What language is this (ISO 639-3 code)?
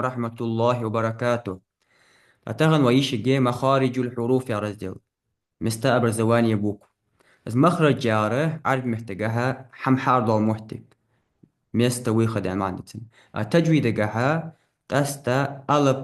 inh